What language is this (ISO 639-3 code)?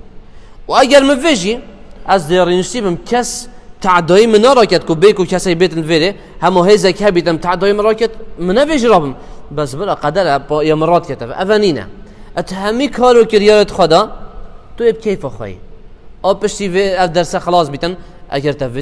kur